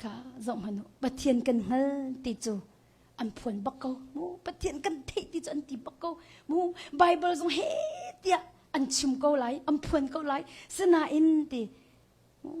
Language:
Hakha Chin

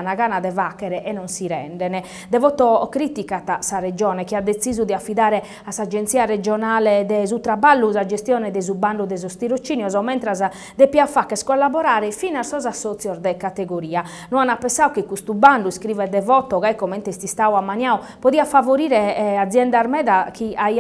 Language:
Sardinian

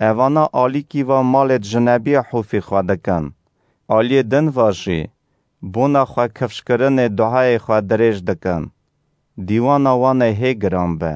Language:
Kurdish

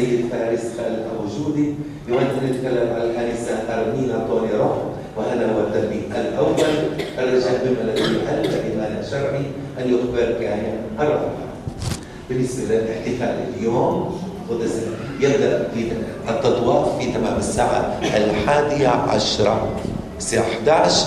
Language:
South Levantine Arabic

